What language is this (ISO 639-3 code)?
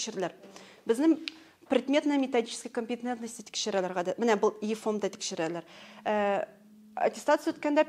tat